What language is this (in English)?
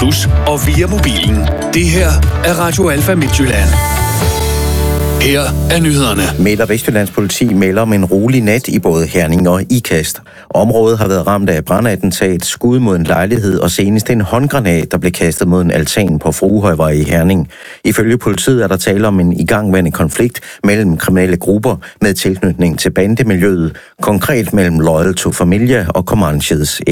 Danish